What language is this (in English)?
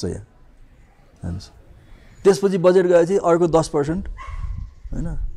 Nepali